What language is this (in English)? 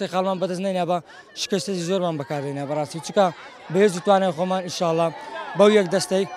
Central Kurdish